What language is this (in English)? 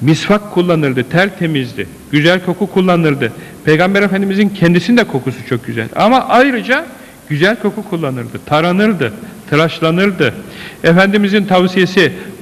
Turkish